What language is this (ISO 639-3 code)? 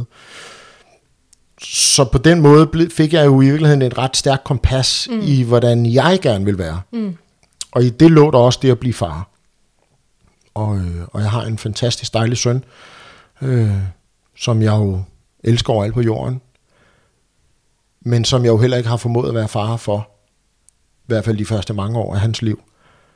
dan